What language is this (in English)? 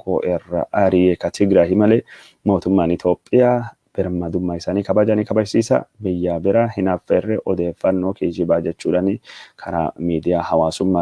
Oromo